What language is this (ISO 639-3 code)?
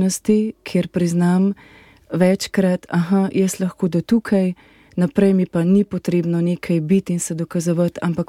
slv